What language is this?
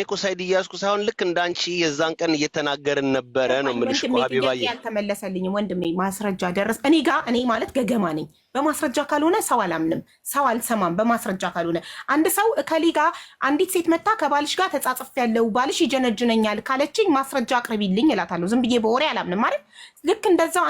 Amharic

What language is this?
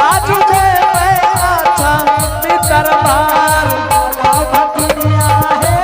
Angika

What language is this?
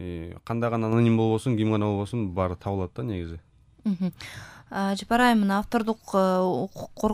Kyrgyz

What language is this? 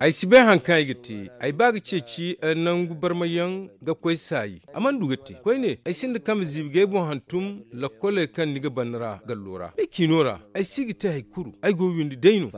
Zarma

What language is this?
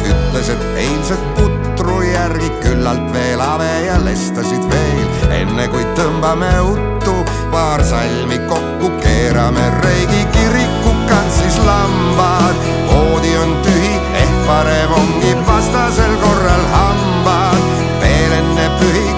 Estonian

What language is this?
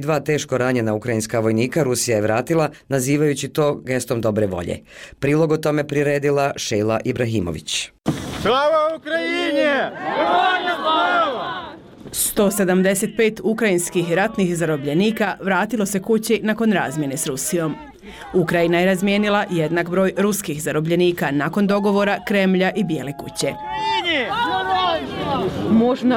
Bosnian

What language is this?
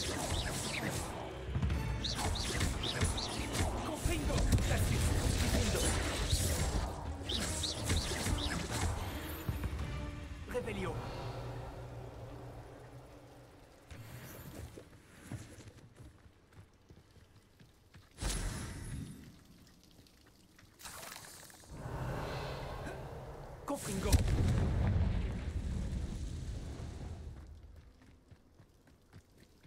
French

